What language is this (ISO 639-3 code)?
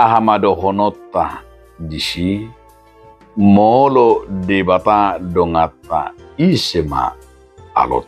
bbc